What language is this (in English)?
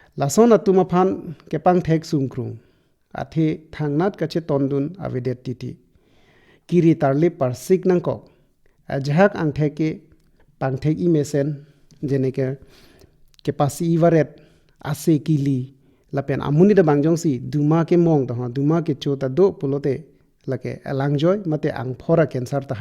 Karbi